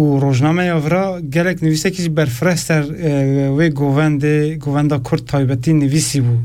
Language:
Kurdish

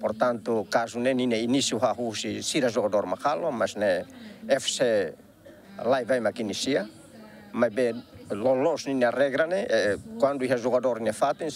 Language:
Tetum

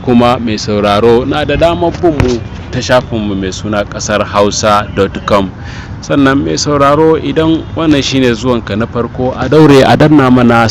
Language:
Hausa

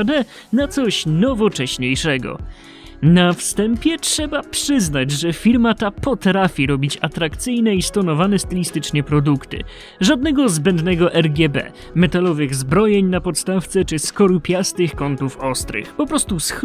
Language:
Polish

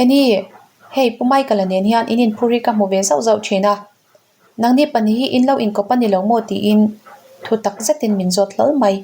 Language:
Mizo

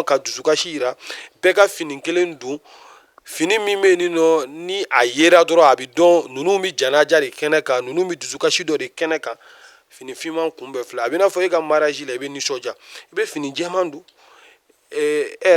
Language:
Bambara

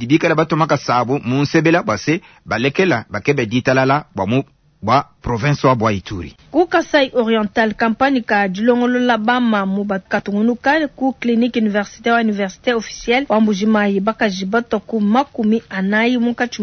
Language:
Luba-Lulua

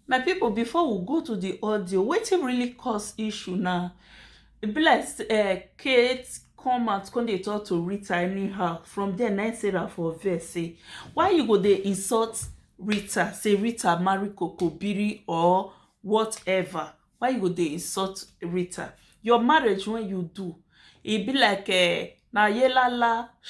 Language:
Nigerian Pidgin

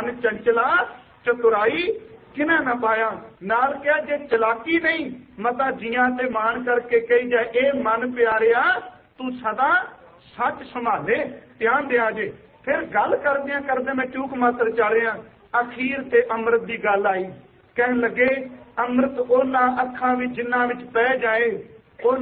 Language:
Punjabi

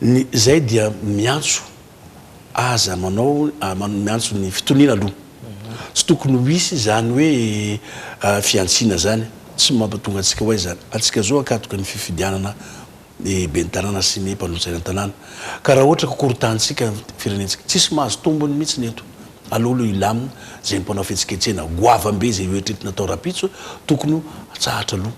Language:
Malagasy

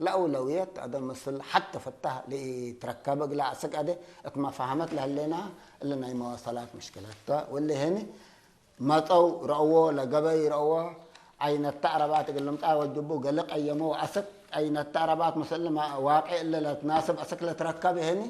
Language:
Tigre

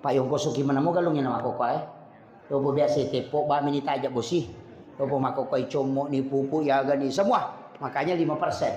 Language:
Buginese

